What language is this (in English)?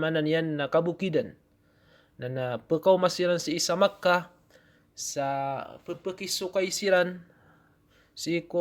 Maranao